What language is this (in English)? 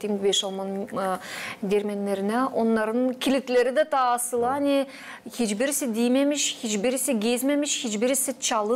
Gagauz